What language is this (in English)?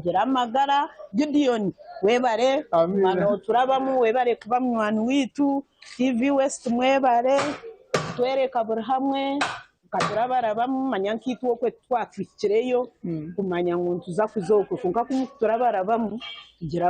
Nyankole